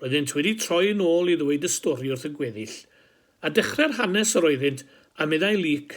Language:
Welsh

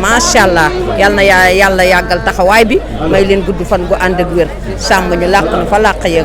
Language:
Wolof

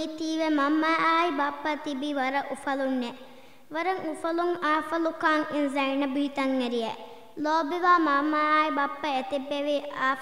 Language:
Divehi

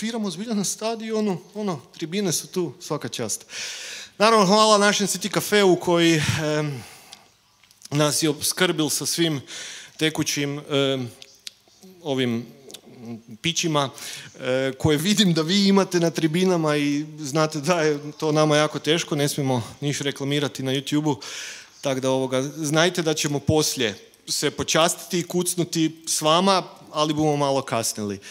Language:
Croatian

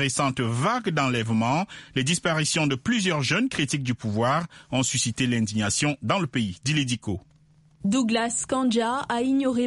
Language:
French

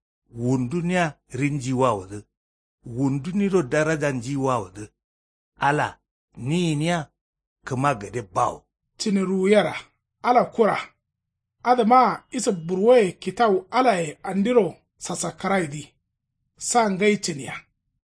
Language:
Kanuri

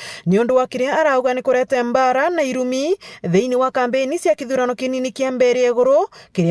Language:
Meru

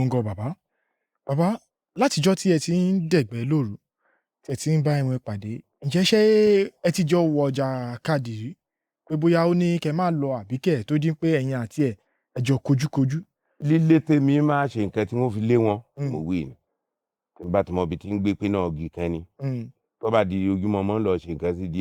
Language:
Yoruba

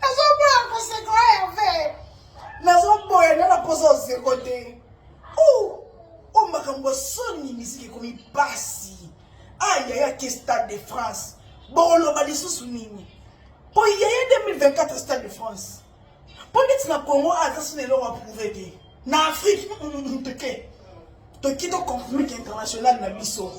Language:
Lingala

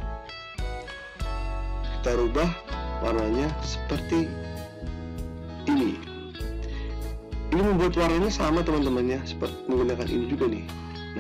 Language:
Indonesian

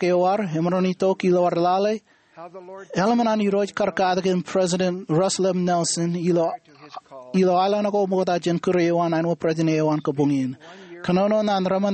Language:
Marshallese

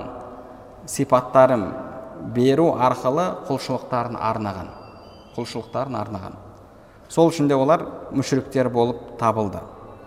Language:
Kazakh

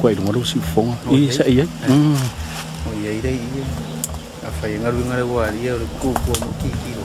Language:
Samoan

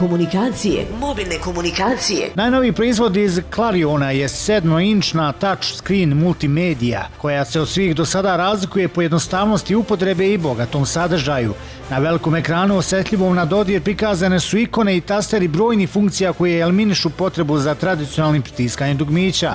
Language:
Bosnian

